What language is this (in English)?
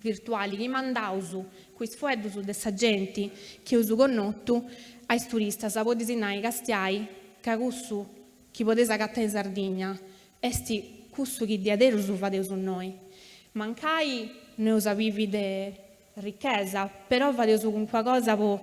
Sardinian